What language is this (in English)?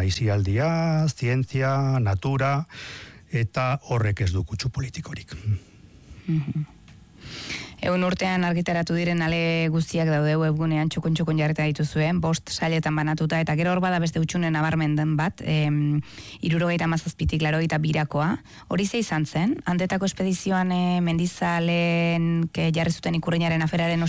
Basque